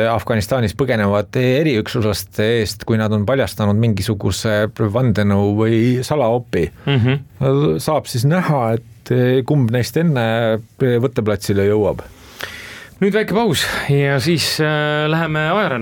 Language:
Estonian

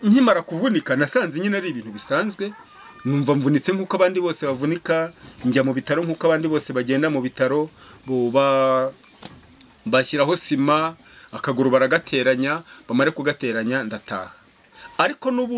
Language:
Kinyarwanda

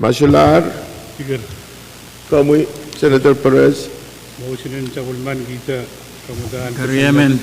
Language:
Pohnpeian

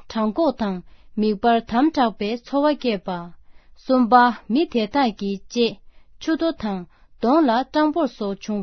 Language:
Tibetan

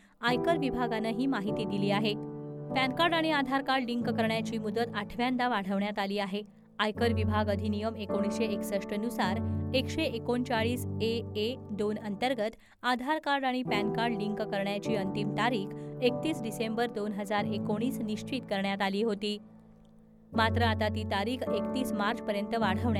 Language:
Marathi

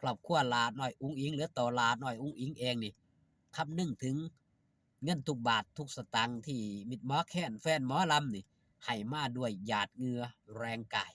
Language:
Northeastern Thai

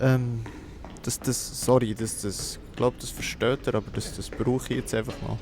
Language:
Swiss German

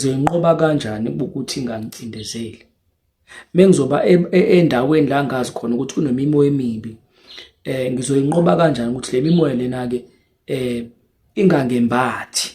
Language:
Zulu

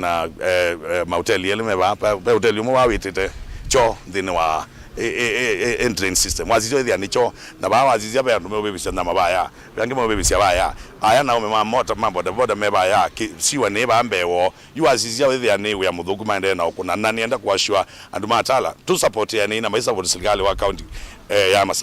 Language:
Kamba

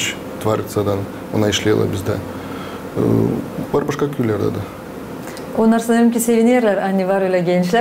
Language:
Gagauz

